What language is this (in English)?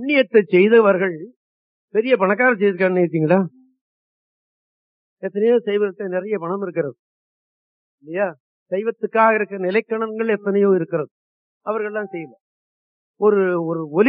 Tamil